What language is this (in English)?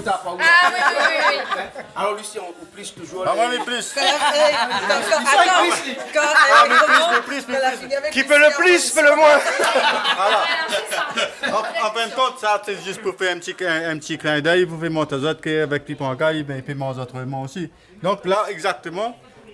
Réunion Creole French